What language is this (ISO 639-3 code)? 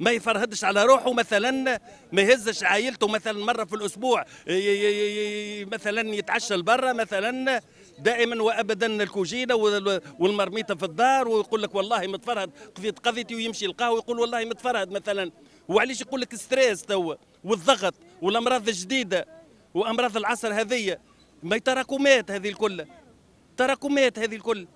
aeb